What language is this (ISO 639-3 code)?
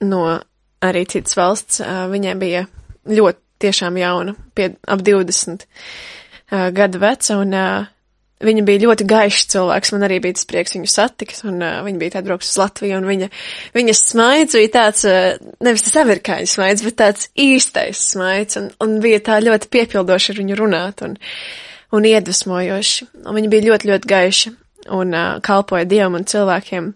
lav